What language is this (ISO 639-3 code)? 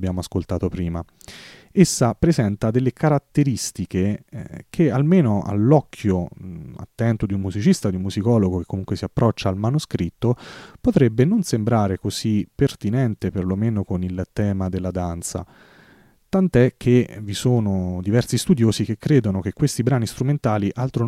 ita